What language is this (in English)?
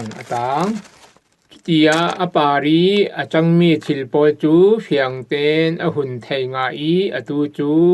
Falam Chin